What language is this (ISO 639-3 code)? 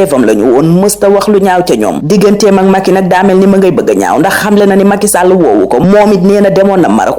wol